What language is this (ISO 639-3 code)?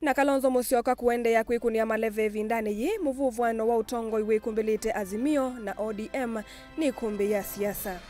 kam